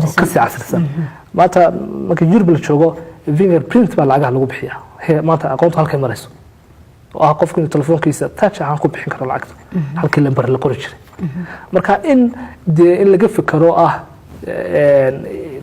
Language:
Somali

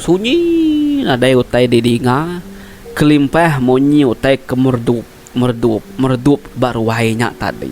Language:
Iban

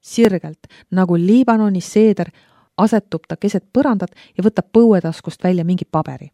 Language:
Estonian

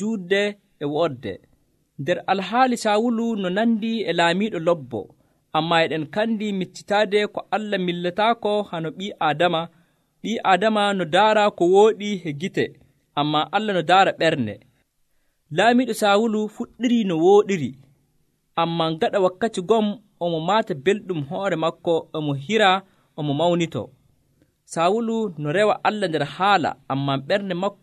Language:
Nigerian Fulfulde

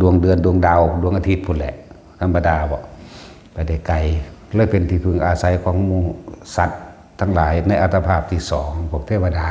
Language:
Northeastern Thai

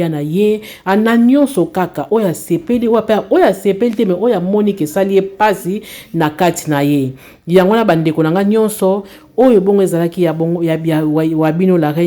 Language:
Lingala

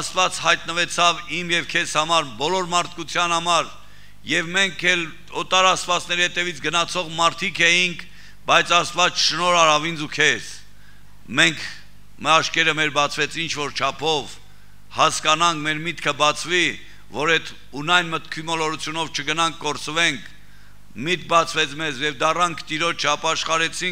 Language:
Armenian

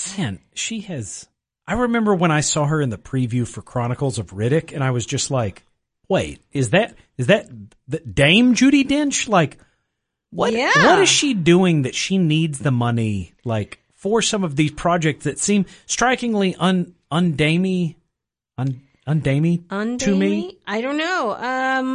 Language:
English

